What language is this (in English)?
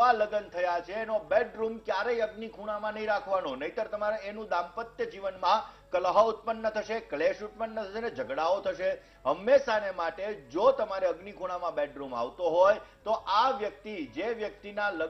Gujarati